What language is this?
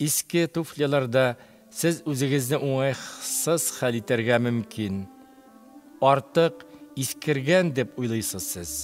Tatar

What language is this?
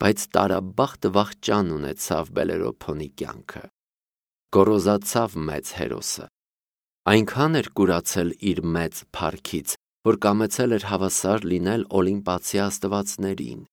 Armenian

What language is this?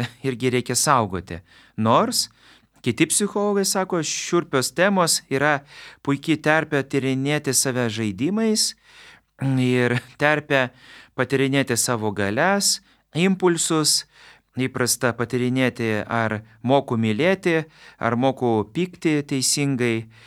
Lithuanian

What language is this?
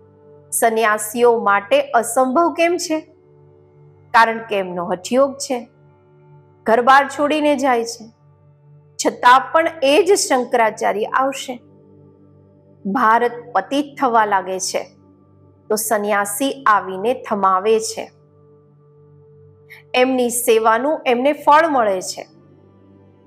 Gujarati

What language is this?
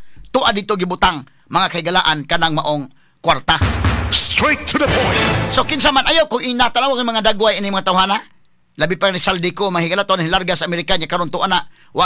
Cebuano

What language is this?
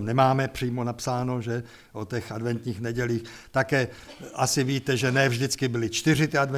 Czech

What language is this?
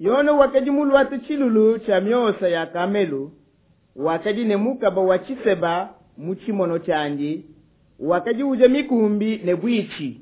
Luba-Lulua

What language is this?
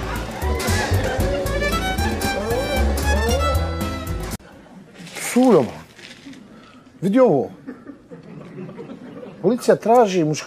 Bosnian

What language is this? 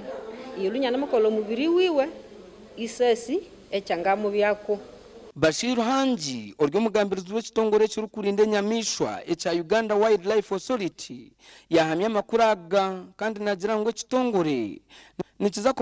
Nyankole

